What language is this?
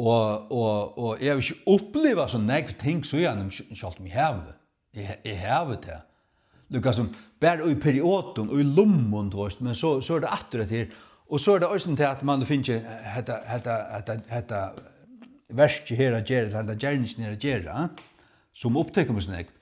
Faroese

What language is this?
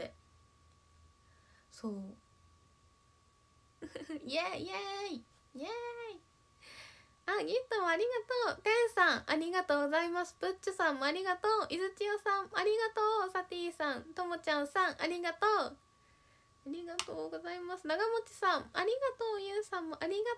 Japanese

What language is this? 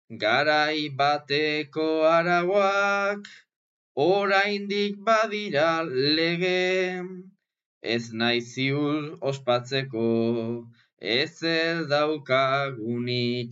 Basque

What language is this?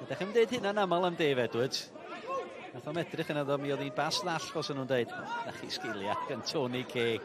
Welsh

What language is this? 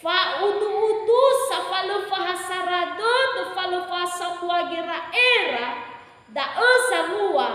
Nias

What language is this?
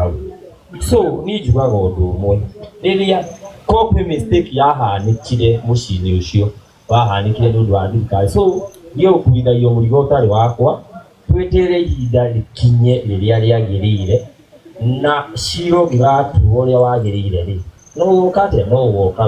Kikuyu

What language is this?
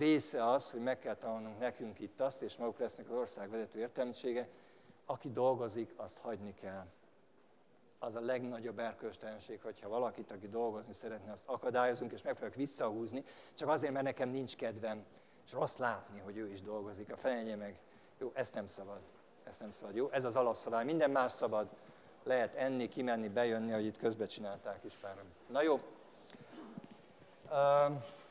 Hungarian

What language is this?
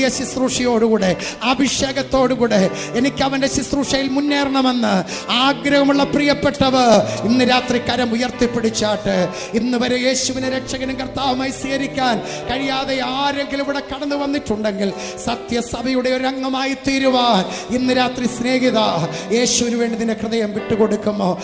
Malayalam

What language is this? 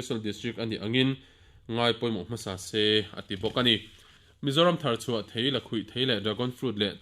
Mizo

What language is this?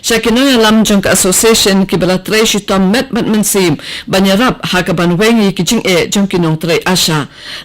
Khasi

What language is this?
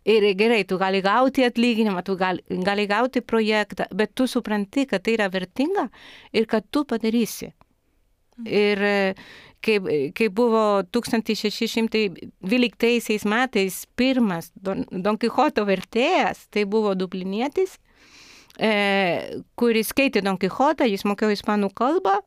Lithuanian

